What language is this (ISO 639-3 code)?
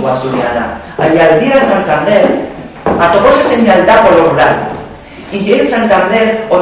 ast